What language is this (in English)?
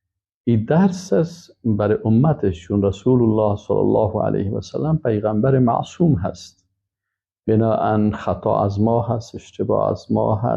Persian